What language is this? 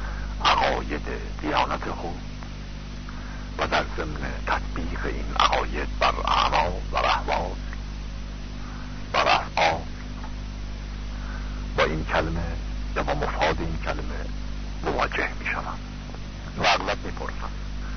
Persian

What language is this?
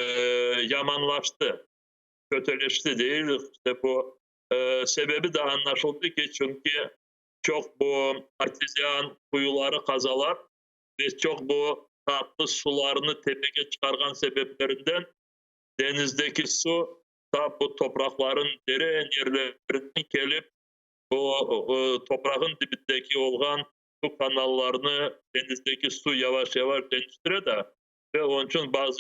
Crimean Tatar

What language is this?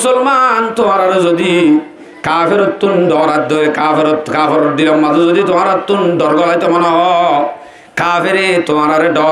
Rohingya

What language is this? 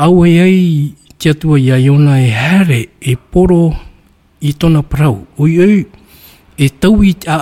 Tahitian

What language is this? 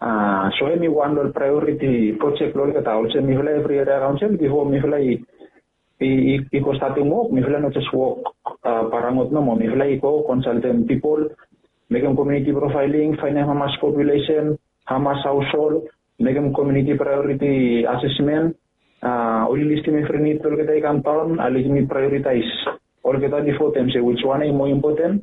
Bislama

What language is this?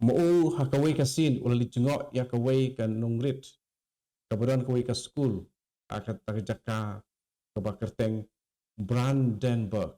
Khasi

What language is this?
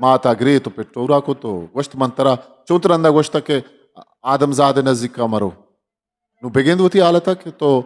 Eastern Balochi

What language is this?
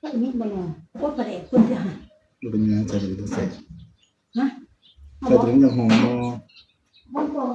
Northeastern Thai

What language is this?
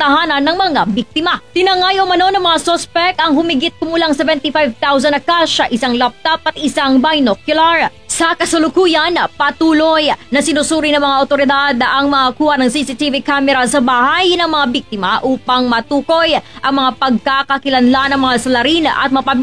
Filipino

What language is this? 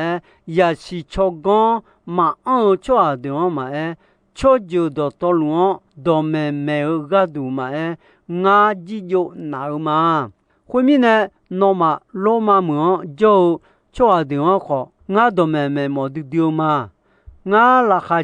Akha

